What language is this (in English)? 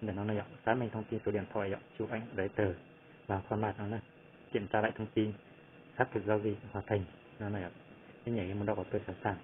Hmong